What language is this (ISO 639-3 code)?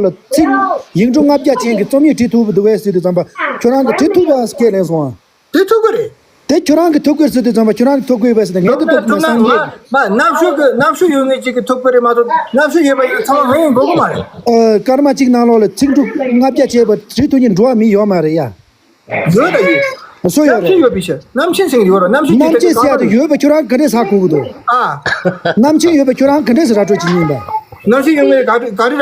bod